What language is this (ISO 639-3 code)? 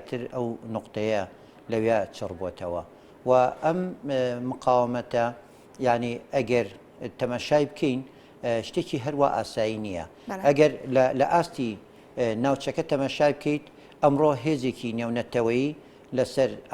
ckb